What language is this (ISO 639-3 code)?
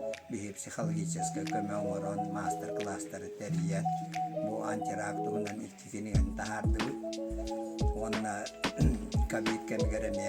sah